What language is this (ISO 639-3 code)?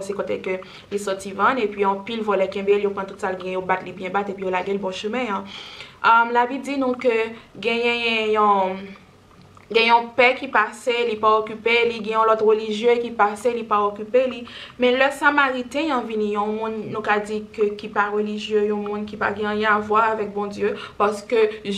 hat